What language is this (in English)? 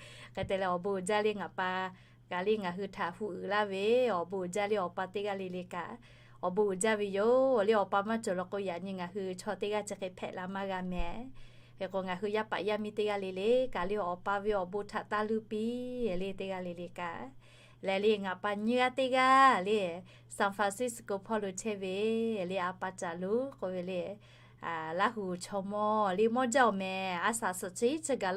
Lahu